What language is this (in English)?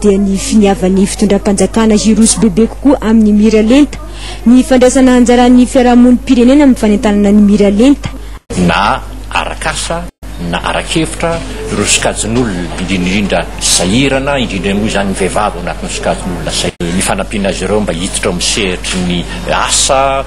Malagasy